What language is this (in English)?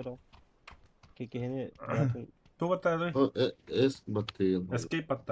Yakut